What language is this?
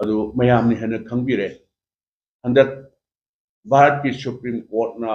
Manipuri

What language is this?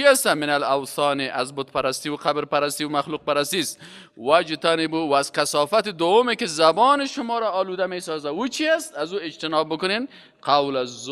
Persian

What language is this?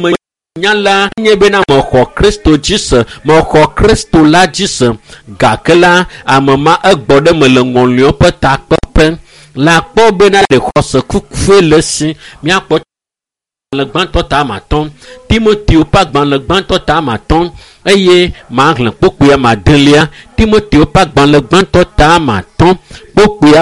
Ewe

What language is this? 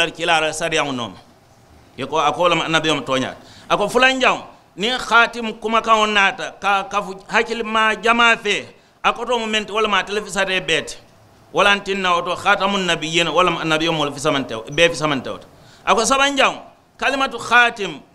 Mandingo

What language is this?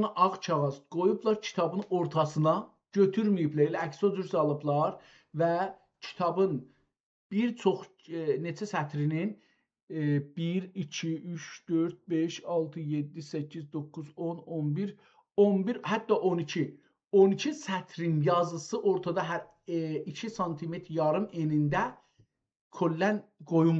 South Azerbaijani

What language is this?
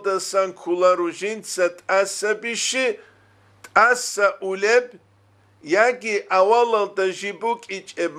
Avaric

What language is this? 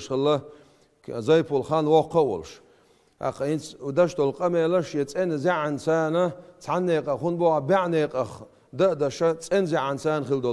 Chechen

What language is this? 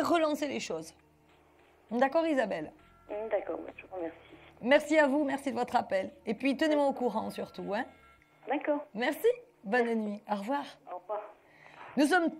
French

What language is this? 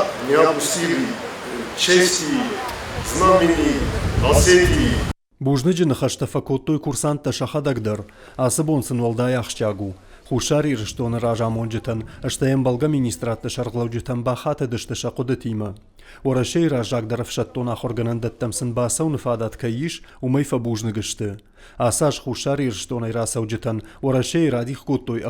Ossetic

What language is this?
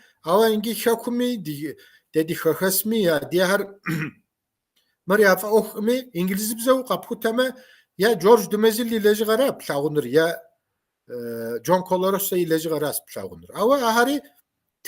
Kabardian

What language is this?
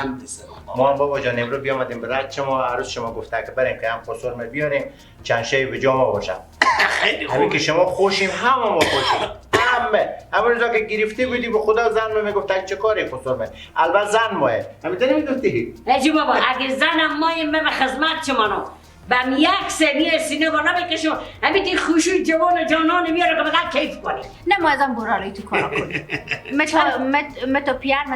Persian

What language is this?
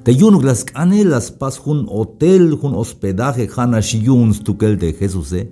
Tzeltal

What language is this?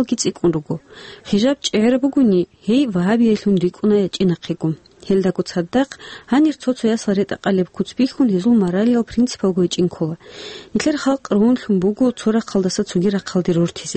Avaric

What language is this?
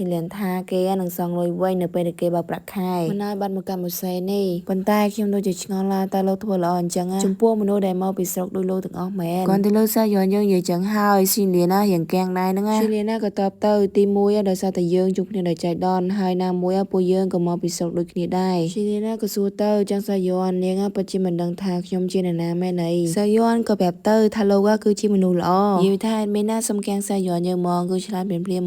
Khmer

